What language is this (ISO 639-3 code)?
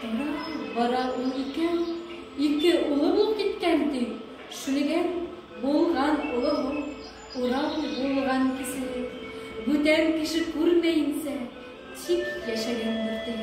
bak